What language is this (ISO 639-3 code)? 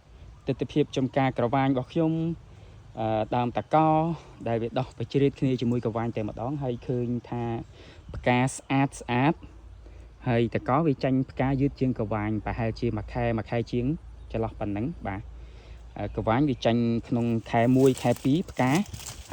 khm